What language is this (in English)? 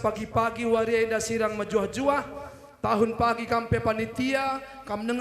Batak Karo